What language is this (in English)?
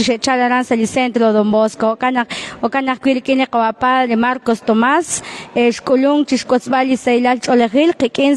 Kekchí